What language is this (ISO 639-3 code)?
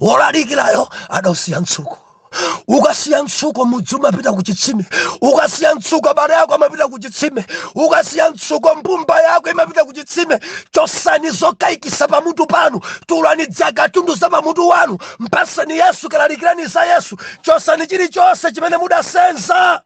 nya